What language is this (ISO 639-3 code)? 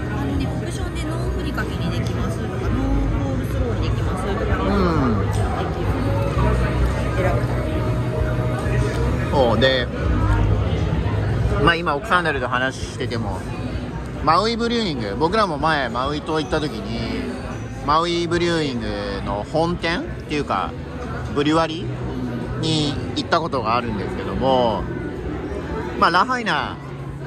jpn